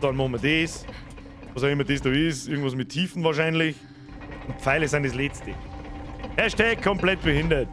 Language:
Bavarian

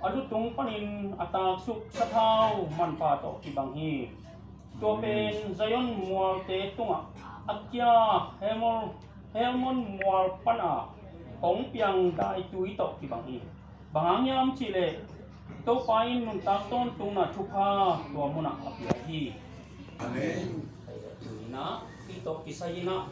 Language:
Tedim Chin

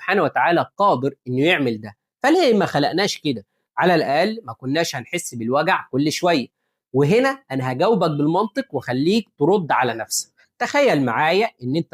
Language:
Egyptian Arabic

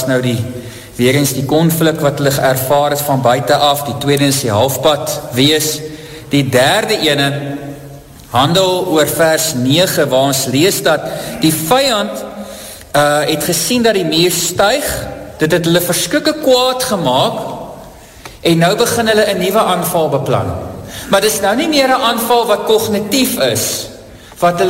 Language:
Afrikaans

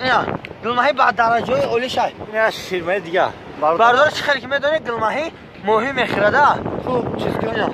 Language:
Tajik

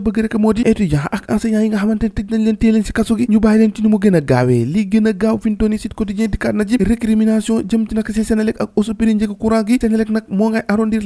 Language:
Wolof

